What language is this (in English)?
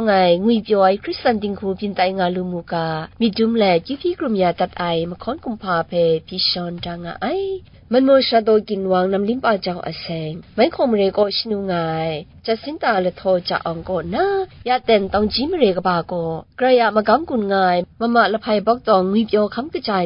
Kachin